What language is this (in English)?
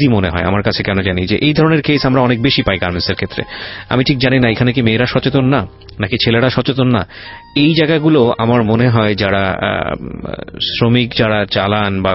Bangla